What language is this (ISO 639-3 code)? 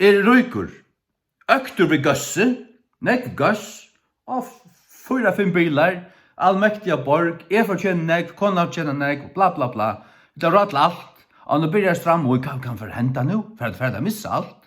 fao